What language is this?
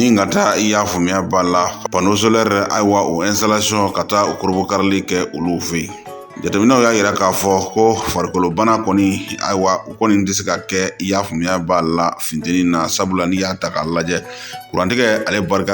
Bambara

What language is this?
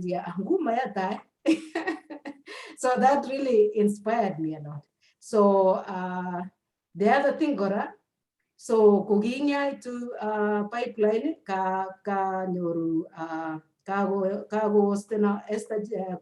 Kalenjin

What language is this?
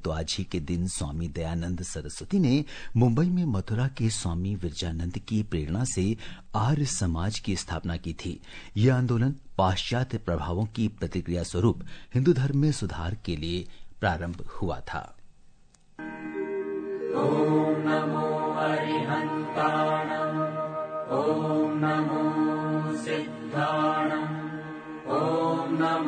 Hindi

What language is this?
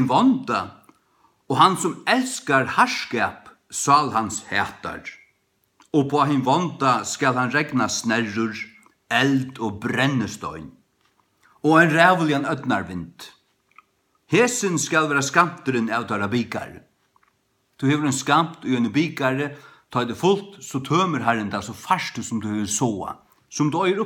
Faroese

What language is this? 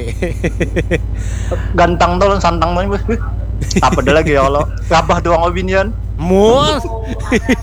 Banjar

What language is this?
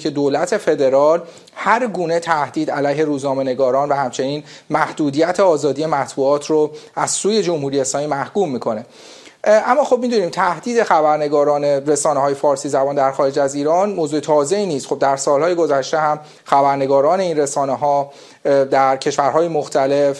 Persian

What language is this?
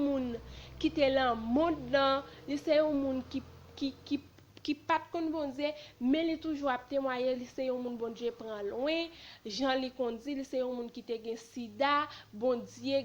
Haitian Creole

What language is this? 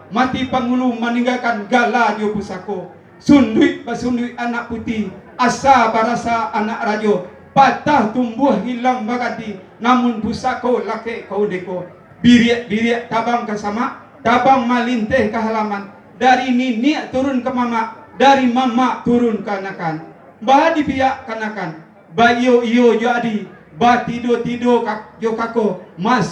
Minangkabau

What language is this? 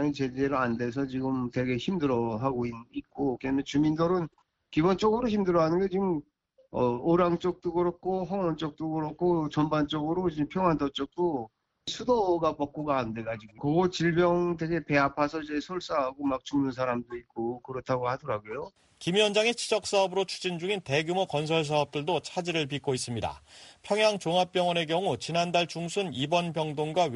Korean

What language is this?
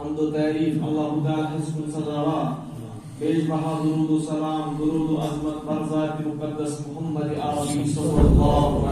Kashmiri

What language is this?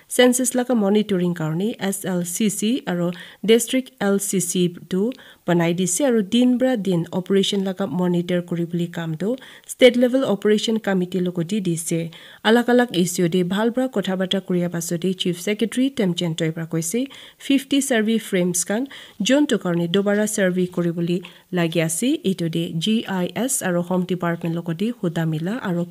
Naga Pidgin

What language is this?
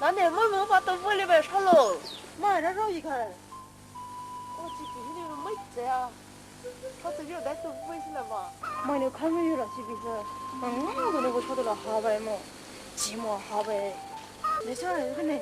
Poumei Naga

